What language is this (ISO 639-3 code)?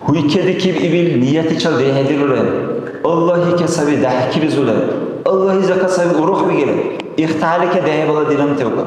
dar